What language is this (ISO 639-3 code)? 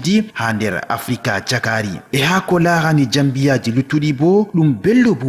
ful